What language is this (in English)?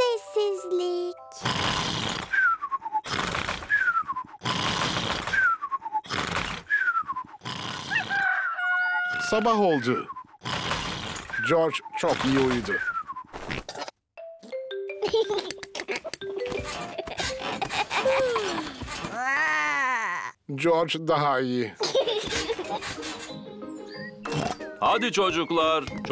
Turkish